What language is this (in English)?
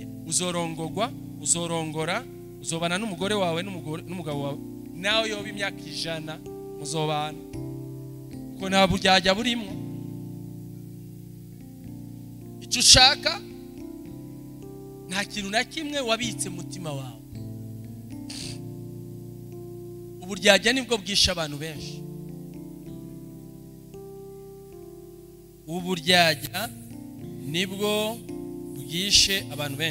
Rundi